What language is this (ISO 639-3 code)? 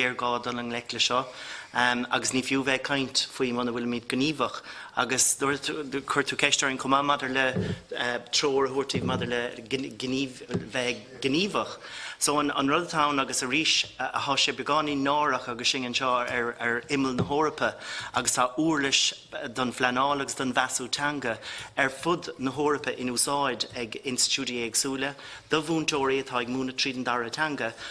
gle